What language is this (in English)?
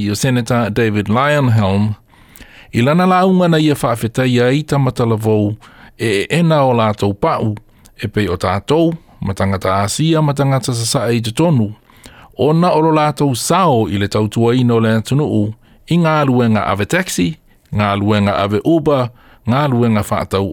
Samoan